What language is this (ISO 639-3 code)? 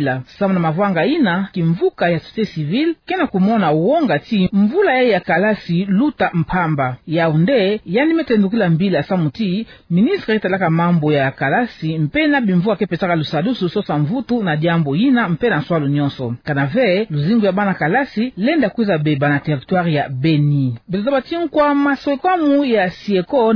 ktu